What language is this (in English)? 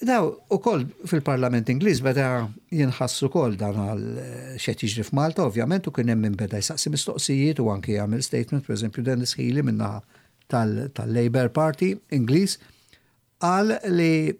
Maltese